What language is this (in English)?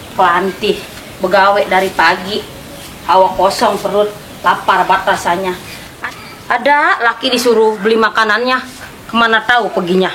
Betawi